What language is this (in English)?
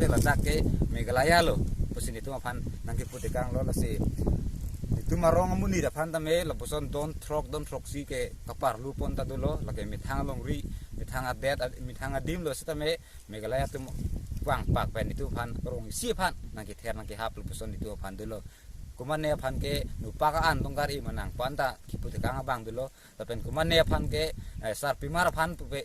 Karbi